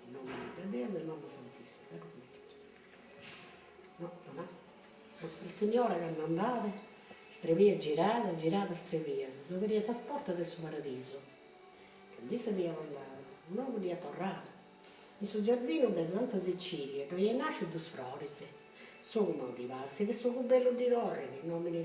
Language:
Sardinian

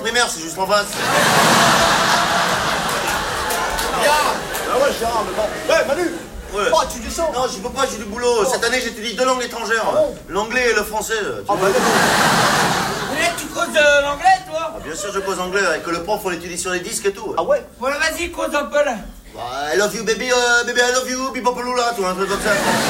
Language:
French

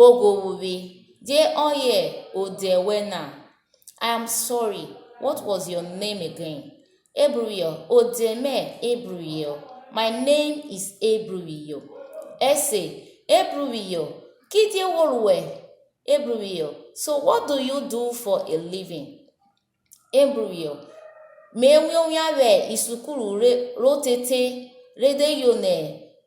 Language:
Urhobo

